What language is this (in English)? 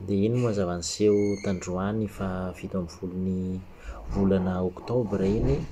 Malagasy